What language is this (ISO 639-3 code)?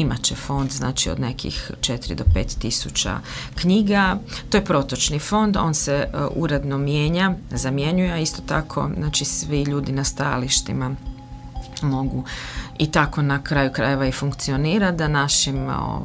hrv